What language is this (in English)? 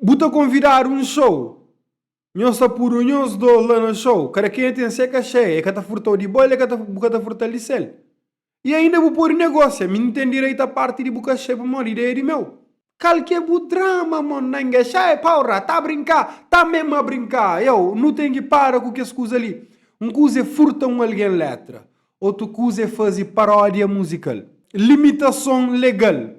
Kabuverdianu